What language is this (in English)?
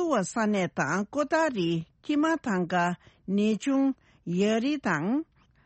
Tibetan